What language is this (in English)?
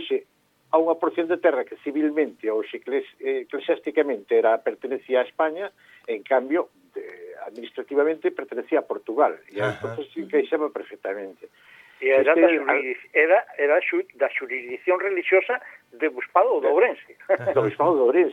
Galician